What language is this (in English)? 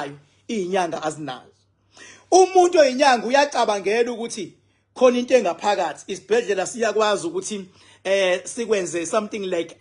Zulu